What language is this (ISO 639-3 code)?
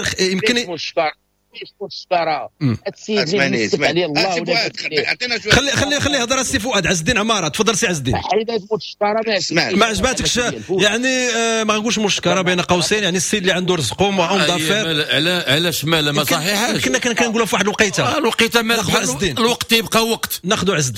ary